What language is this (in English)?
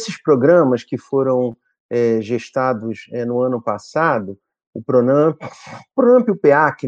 Portuguese